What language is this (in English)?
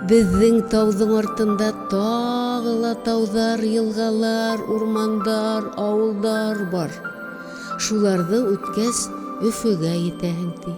Bashkir